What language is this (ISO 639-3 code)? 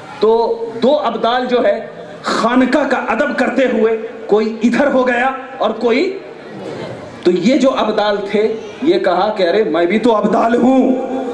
urd